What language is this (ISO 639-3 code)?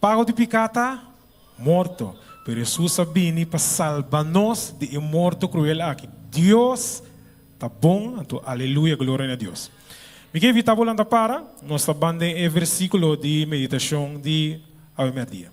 pap